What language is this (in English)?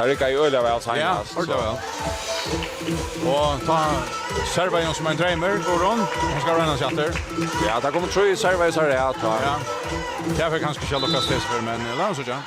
Faroese